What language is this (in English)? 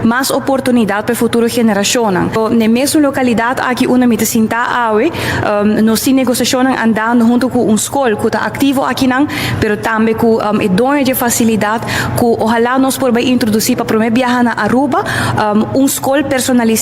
Papiamento